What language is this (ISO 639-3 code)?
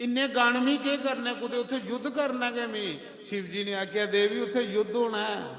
doi